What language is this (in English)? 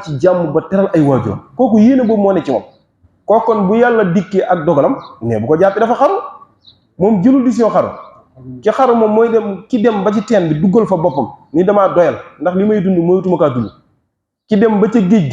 Wolof